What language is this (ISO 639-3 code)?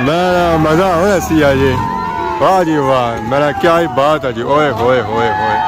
phr